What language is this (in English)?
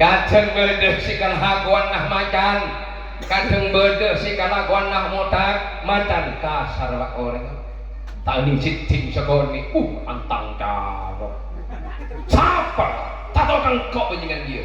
Madurese